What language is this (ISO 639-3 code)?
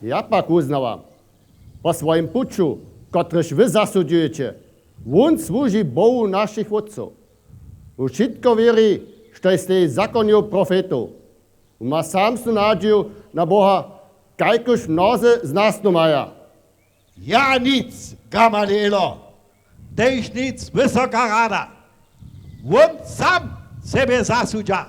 hsb